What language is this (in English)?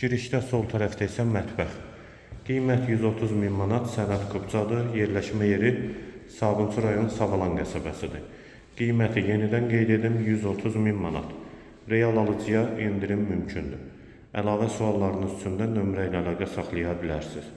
Azerbaijani